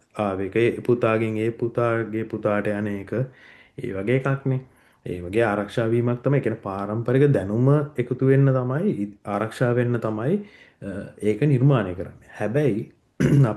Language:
Sinhala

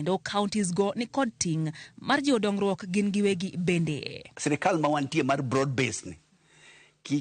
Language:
Luo (Kenya and Tanzania)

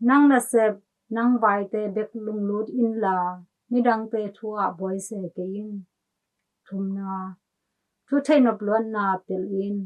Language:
Tedim Chin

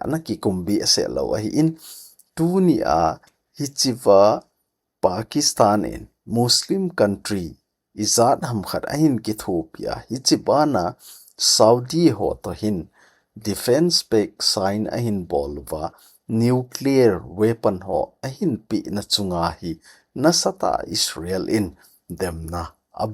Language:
Thado Chin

